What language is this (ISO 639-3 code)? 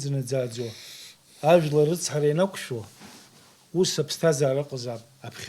abk